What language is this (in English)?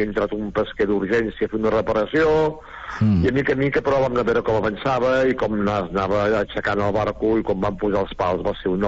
Catalan